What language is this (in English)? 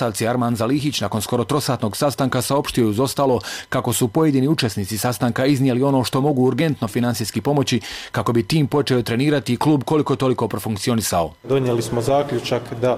Bosnian